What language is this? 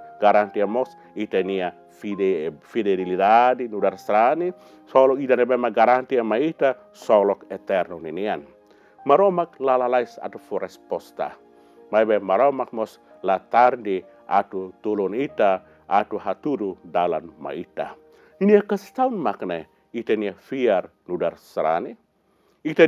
Tetum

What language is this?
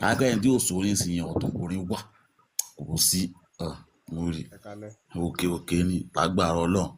Yoruba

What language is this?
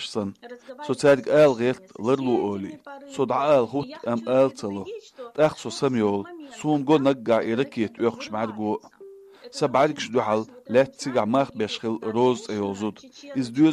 Chechen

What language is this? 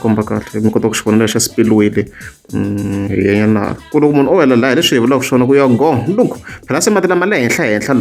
Tsonga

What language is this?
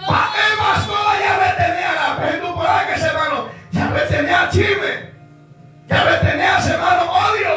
Guarani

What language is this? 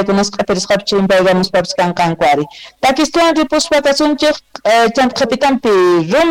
South Bolivian Quechua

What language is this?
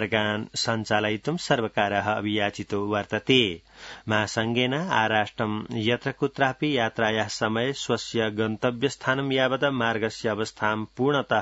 Sanskrit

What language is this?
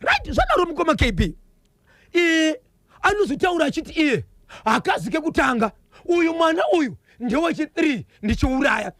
Shona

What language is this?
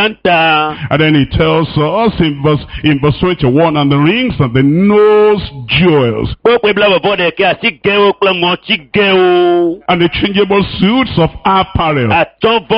Ewe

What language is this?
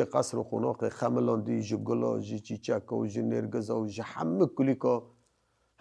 Kurdish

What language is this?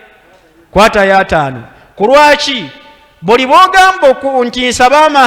Ganda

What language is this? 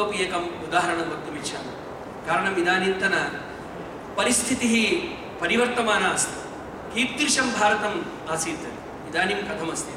Sanskrit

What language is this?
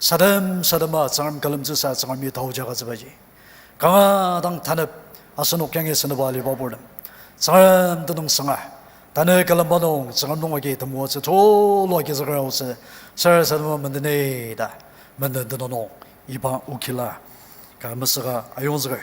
Ao Naga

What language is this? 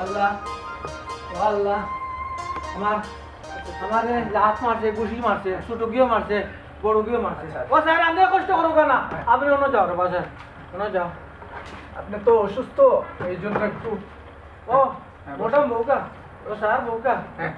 Sylheti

